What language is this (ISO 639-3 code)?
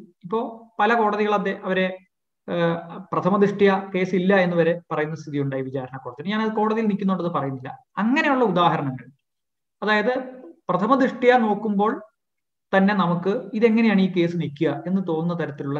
mal